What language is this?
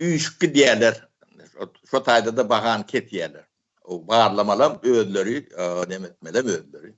Turkmen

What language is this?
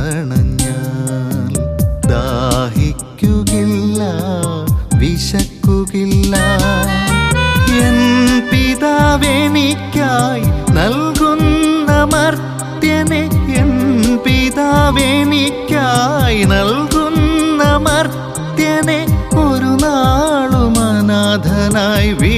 Malayalam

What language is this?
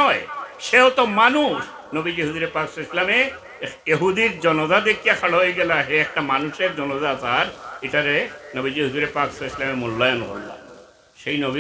Sylheti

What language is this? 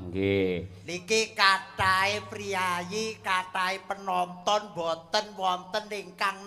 Javanese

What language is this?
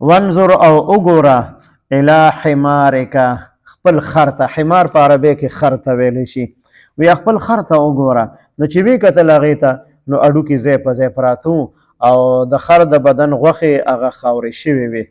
Pashto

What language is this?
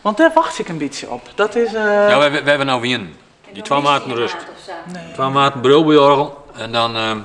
Western Frisian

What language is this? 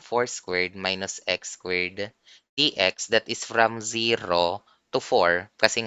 Filipino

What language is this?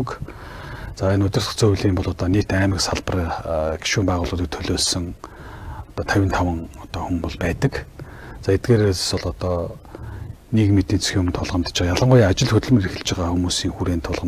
Mongolian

